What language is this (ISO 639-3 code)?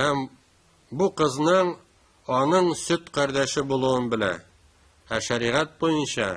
tat